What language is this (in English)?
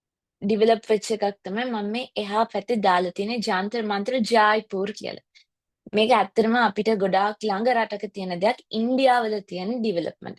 Sinhala